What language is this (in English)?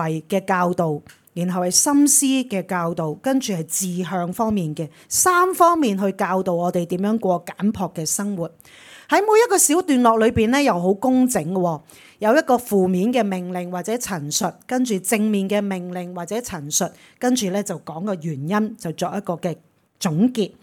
Cantonese